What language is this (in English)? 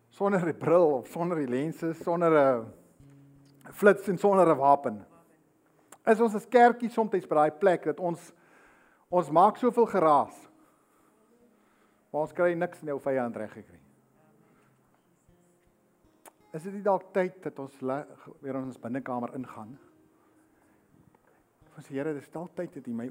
Afrikaans